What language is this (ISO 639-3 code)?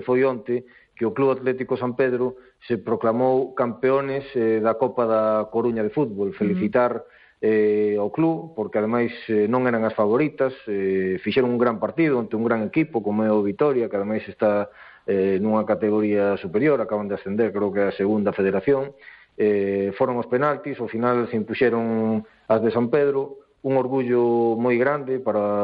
glg